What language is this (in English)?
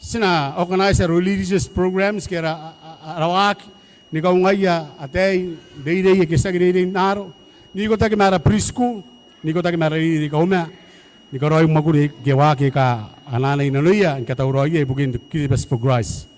Gilbertese